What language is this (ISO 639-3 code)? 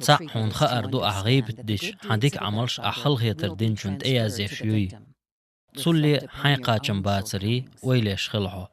che